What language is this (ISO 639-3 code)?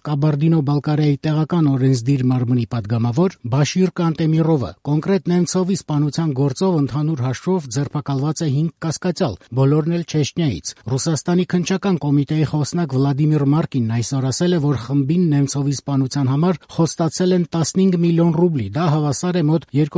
hye